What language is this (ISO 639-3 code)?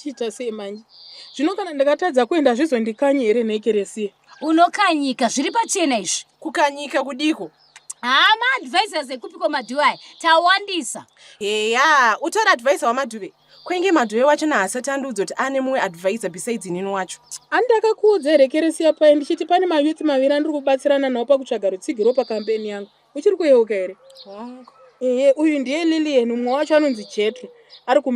sna